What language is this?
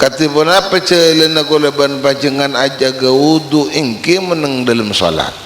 Madurese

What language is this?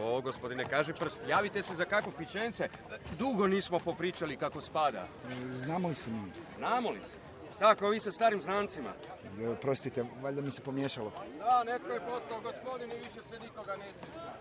Serbian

